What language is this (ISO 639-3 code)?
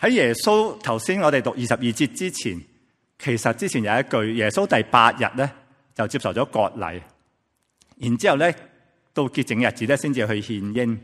yue